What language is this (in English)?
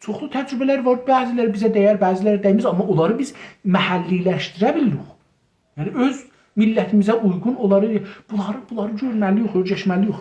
South Azerbaijani